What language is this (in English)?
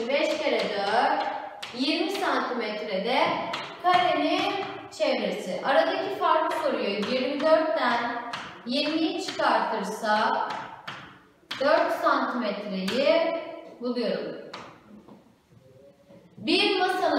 Turkish